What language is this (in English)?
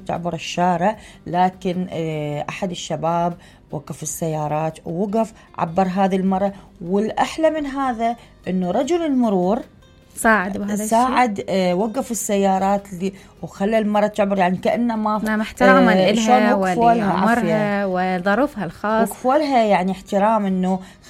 Mesopotamian Arabic